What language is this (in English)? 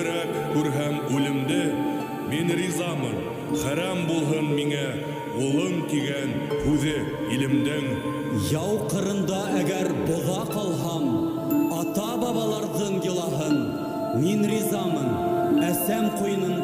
Bashkir